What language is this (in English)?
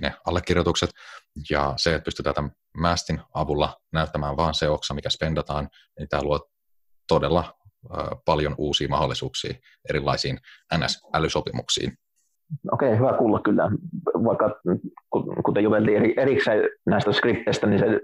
Finnish